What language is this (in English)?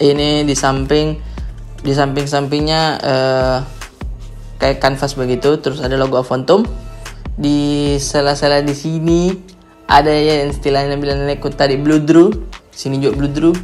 Makassar Malay